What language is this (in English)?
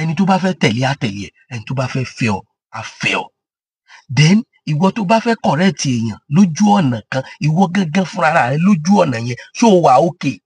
Yoruba